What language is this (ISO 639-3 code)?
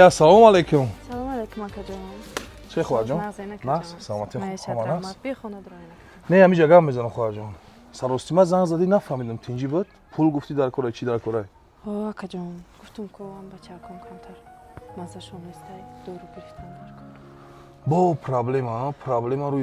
tgk